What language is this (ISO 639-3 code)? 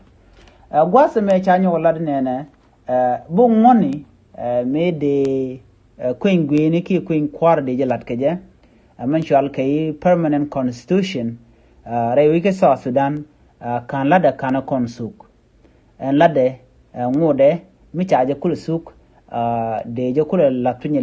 nus